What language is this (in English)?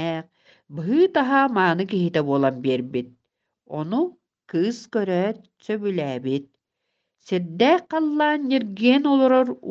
Yakut